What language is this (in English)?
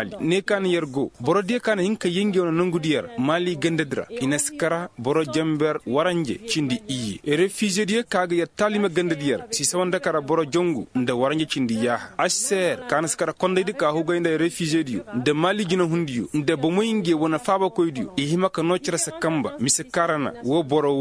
Koyraboro Senni